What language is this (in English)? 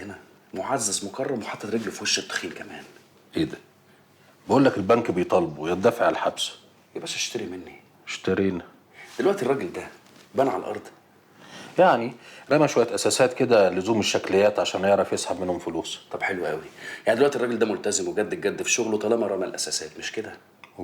Egyptian Arabic